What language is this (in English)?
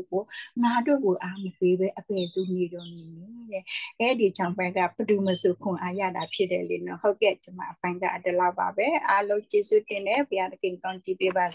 Burmese